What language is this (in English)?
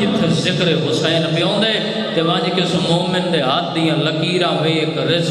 Saraiki